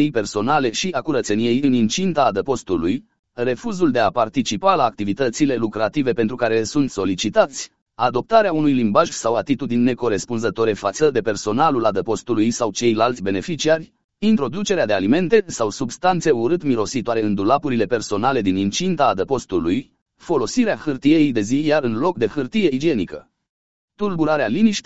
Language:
Romanian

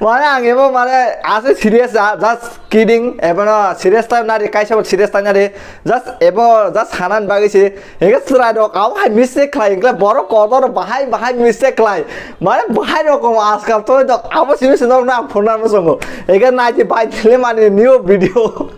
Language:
Kok Borok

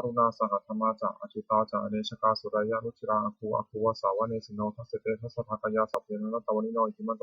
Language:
Pali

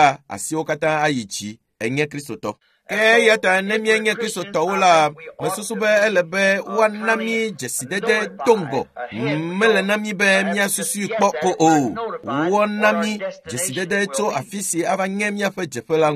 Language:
Ewe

